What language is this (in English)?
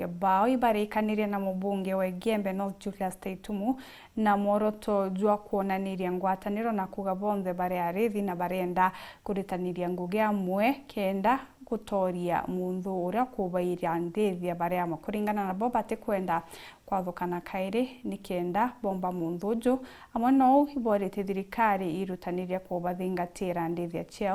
Meru